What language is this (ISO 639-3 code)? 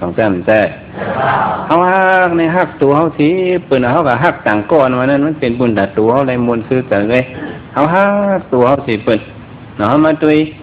shn